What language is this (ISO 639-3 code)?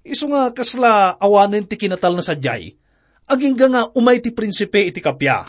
ilo